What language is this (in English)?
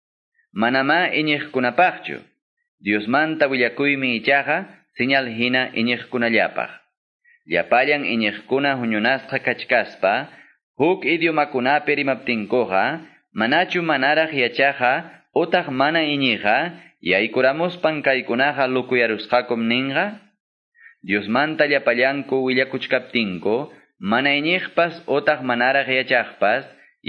Quechua